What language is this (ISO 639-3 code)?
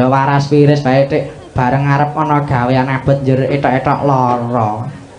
jav